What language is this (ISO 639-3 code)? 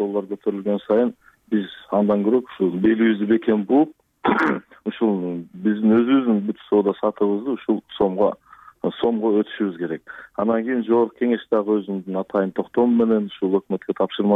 kir